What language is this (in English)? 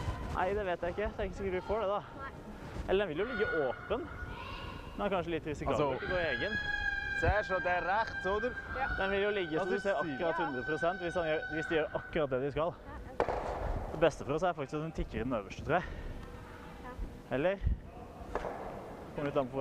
Norwegian